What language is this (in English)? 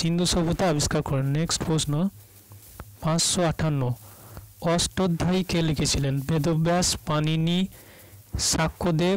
Bangla